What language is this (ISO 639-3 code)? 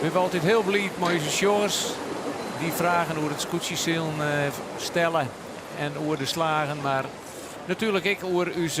fry